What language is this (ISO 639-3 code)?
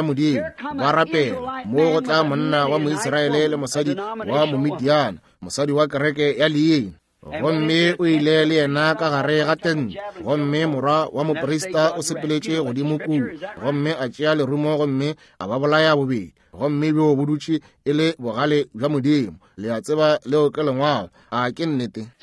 nso